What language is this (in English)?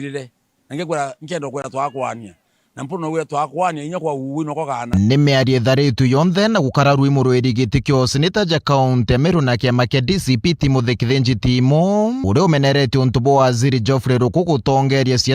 Meru